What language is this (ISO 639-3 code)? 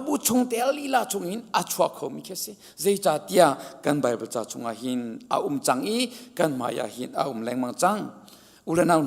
cnh